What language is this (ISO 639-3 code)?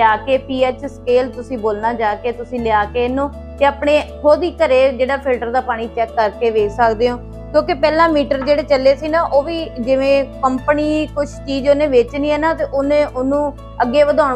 pan